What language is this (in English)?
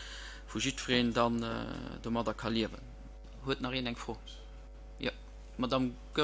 Luxembourgish